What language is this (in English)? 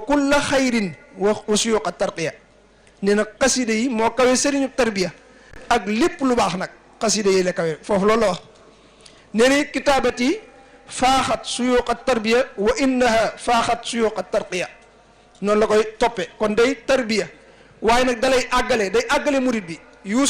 Wolof